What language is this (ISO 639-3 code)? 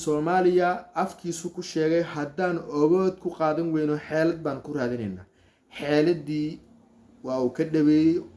som